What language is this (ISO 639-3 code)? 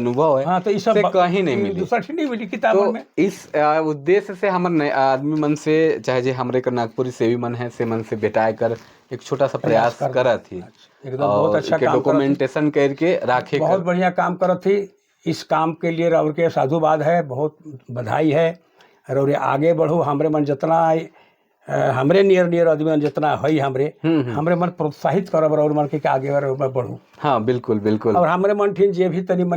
sck